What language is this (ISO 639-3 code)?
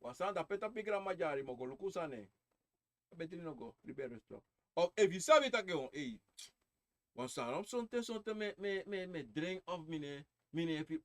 srn